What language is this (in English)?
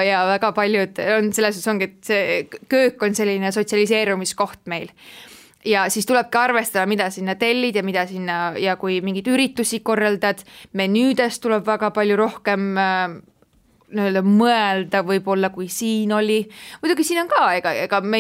Estonian